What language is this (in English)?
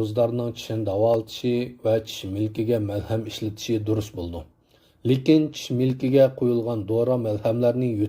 Uyghur